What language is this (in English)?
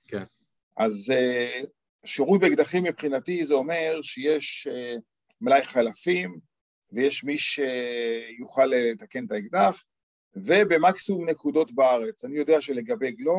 Hebrew